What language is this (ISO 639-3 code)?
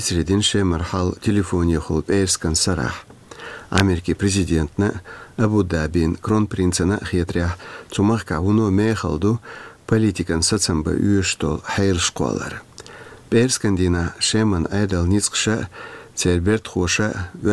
che